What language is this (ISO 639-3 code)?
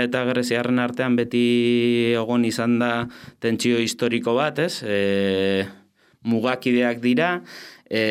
eus